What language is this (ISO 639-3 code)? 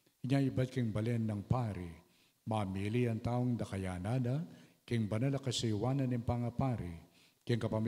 pam